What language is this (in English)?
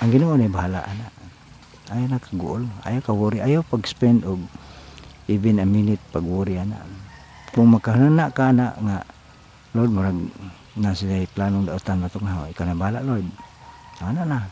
Cebuano